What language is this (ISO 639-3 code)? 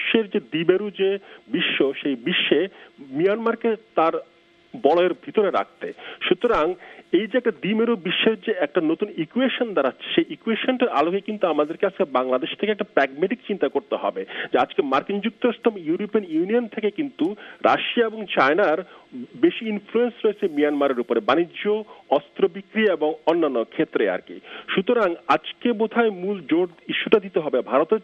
ben